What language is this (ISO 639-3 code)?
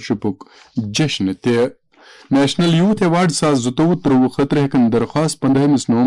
kas